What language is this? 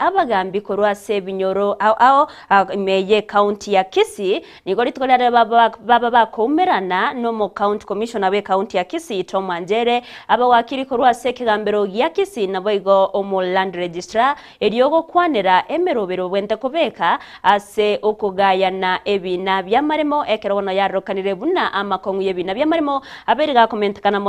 Gusii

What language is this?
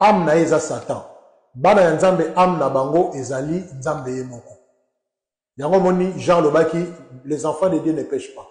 Lingala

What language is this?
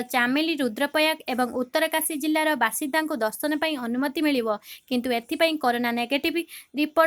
Odia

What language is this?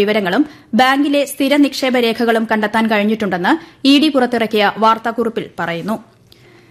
Malayalam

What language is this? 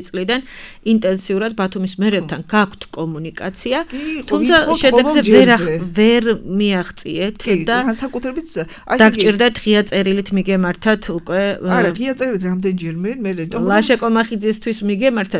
Georgian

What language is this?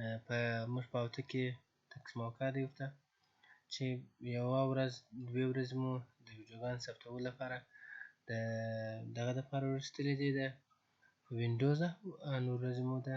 Pashto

